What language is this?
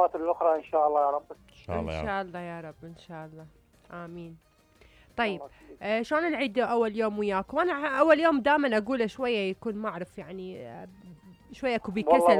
Mesopotamian Arabic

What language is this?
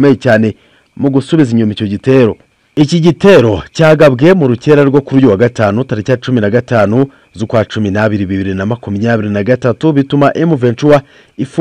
Kinyarwanda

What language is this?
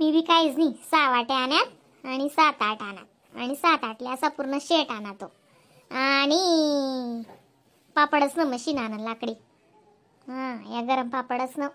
Khandesi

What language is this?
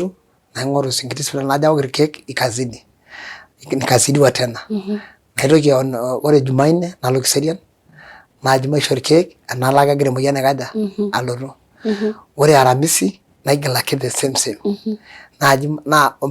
Masai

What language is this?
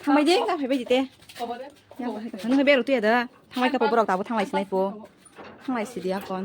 Kok Borok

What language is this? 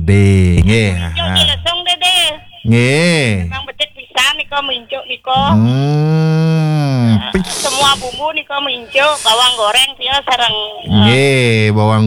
Balinese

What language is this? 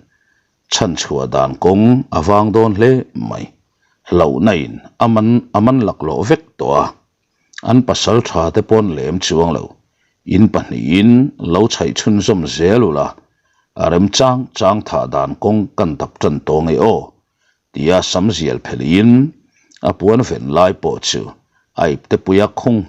Mizo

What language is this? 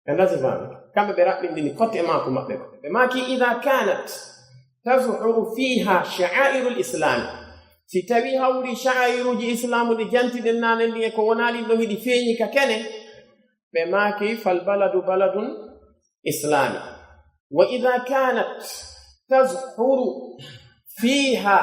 Pular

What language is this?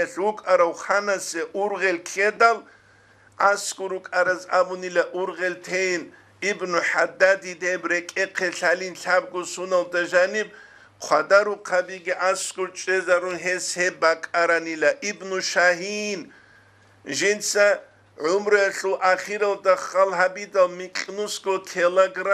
Avaric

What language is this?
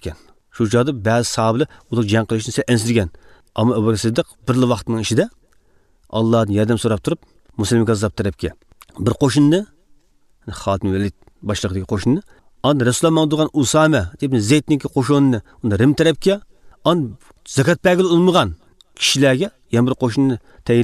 Uyghur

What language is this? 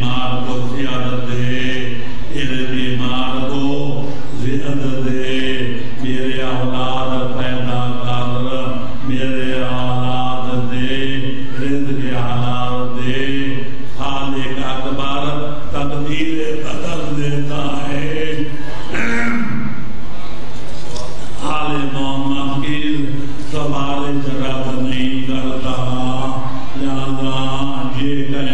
Urdu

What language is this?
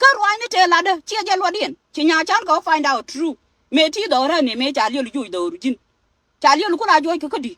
Nuer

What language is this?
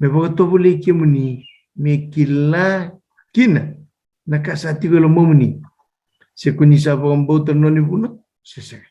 Fijian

